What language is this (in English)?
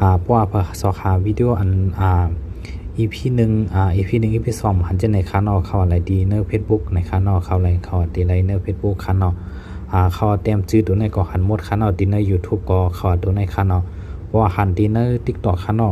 Shan